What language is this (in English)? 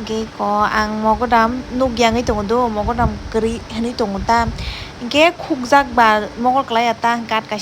Kok Borok